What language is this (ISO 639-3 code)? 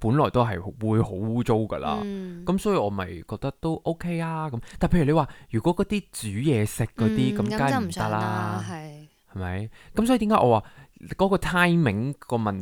yue